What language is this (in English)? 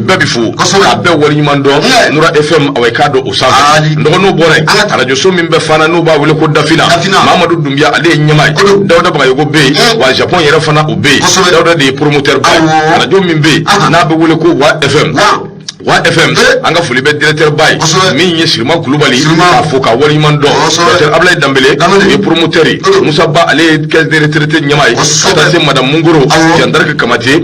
Bambara